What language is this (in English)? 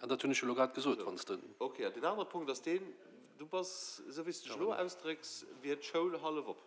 Luxembourgish